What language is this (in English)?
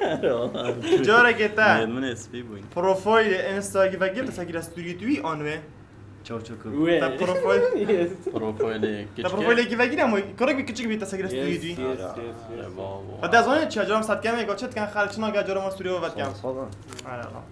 Kurdish